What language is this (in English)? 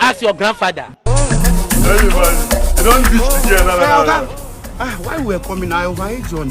Nigerian Pidgin